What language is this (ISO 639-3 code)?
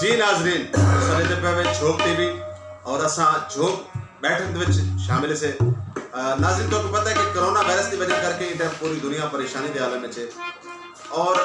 skr